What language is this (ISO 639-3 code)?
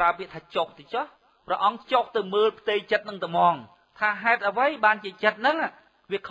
khm